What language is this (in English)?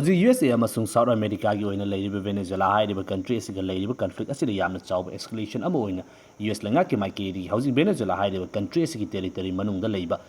Manipuri